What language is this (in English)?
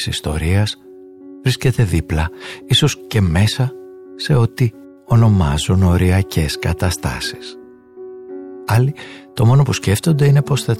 Greek